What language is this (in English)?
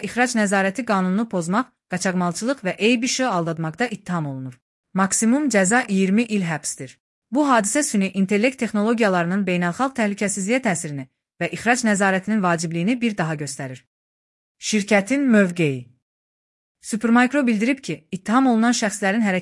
Azerbaijani